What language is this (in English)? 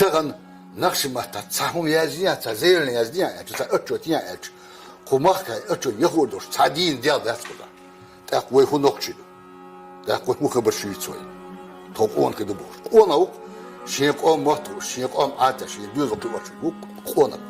Chechen